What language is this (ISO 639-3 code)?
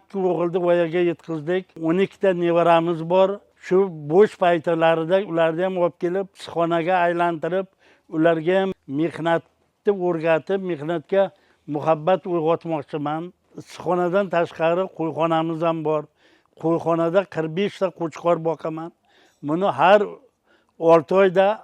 uzb